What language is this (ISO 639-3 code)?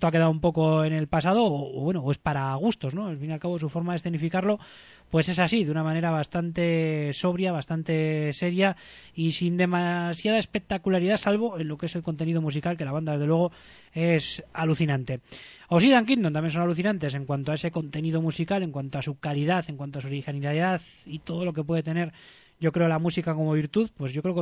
spa